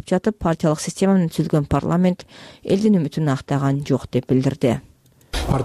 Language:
Kyrgyz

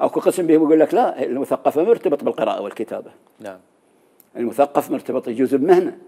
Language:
Mesopotamian Arabic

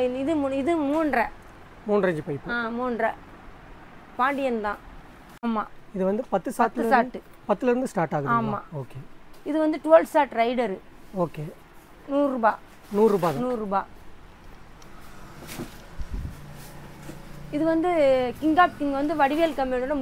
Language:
Tamil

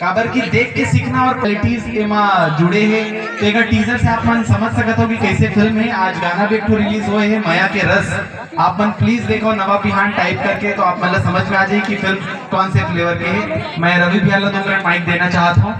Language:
Chhattisgarhi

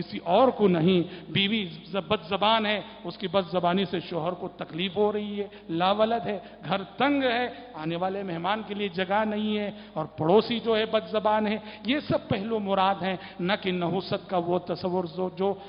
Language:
Urdu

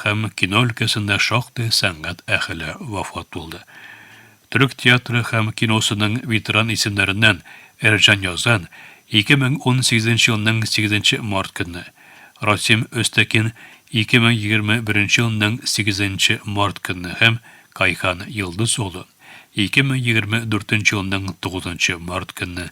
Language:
Tatar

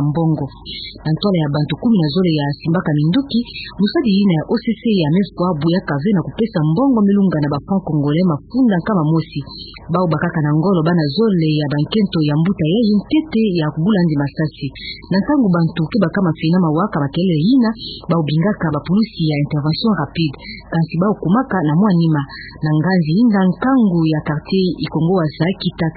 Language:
Kituba (Democratic Republic of Congo)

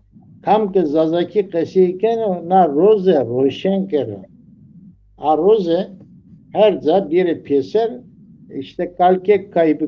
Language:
Zaza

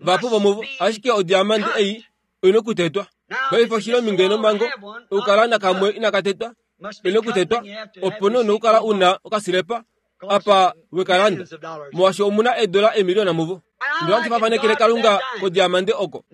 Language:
Kuanyama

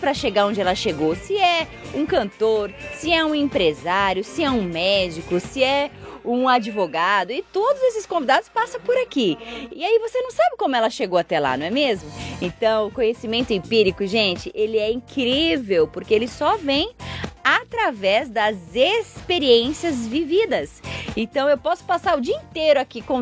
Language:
Portuguese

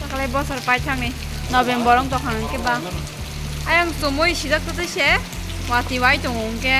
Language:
Kok Borok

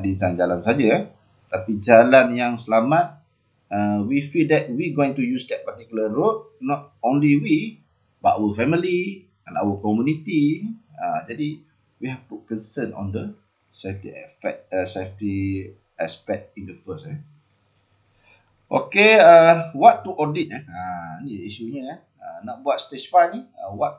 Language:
Malay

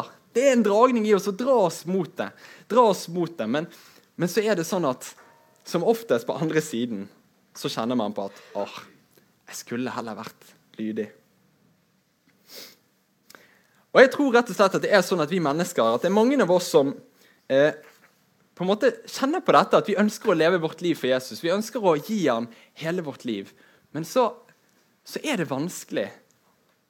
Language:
Norwegian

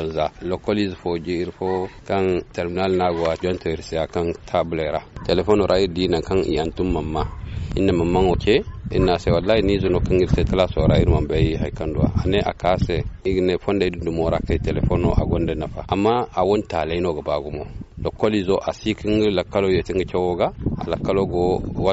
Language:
Zarma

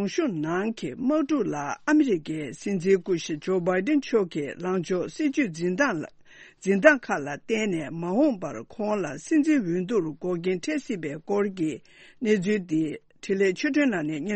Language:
Tibetan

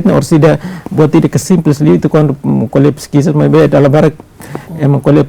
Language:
Tetum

